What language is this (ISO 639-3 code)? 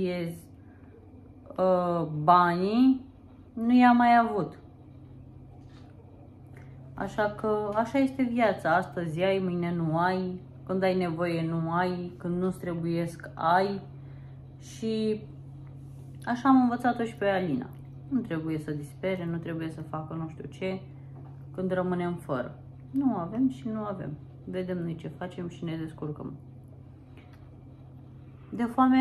ron